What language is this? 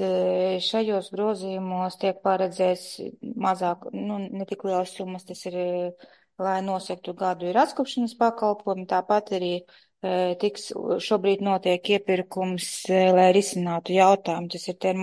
Latvian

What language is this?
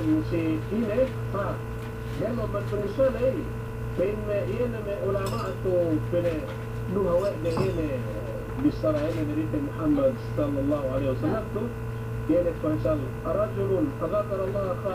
Yakan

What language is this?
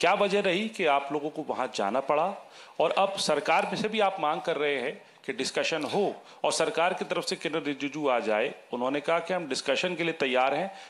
Hindi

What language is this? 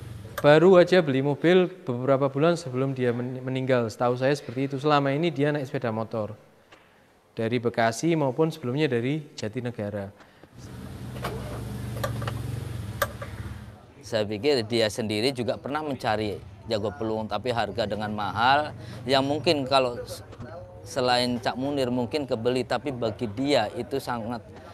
Indonesian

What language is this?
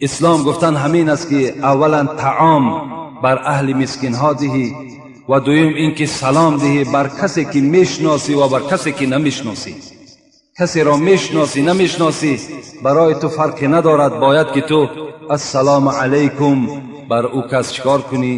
Tajik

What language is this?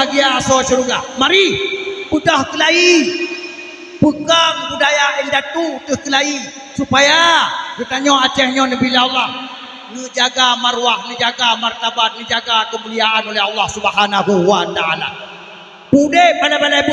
Achinese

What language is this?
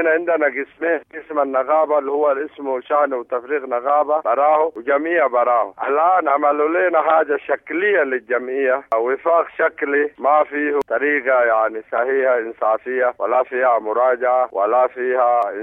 Sudanese Arabic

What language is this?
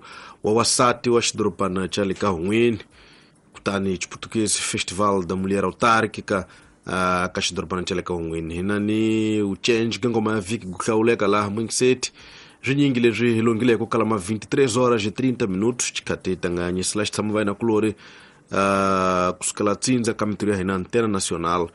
Tsonga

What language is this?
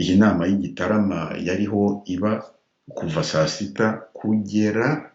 Kinyarwanda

